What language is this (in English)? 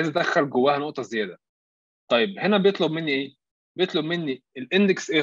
Egyptian Arabic